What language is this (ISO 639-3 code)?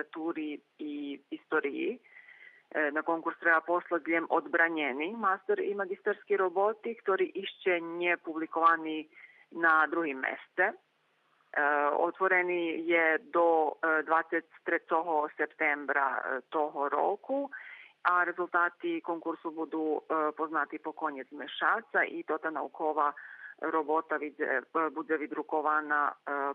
rue